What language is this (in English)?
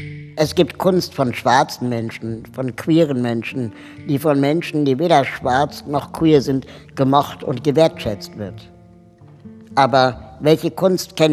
German